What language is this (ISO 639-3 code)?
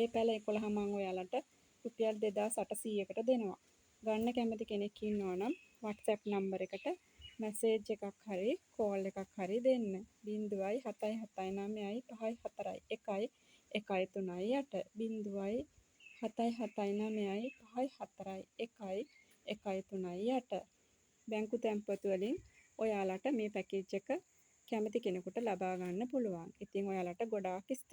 sin